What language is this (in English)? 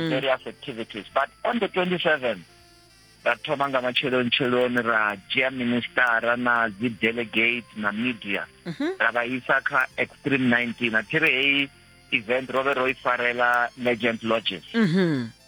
Venda